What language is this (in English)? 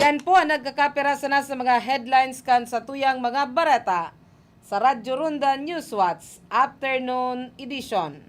Bikol